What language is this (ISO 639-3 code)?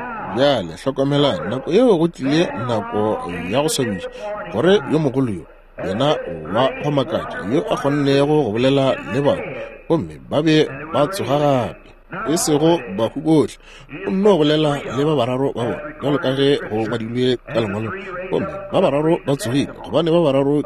nso